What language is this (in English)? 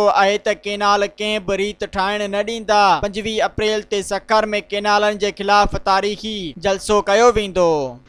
Sindhi